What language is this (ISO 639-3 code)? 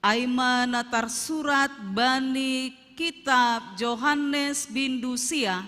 bts